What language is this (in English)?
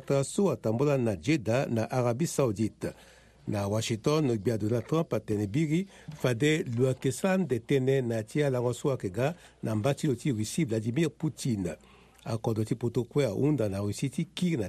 Sango